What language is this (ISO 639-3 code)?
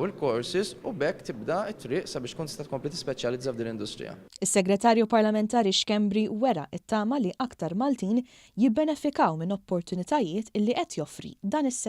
mlt